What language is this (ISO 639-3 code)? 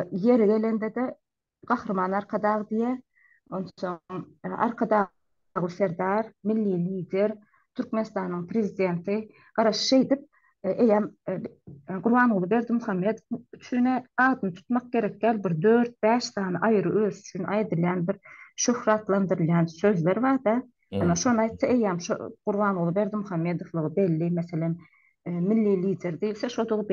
tuk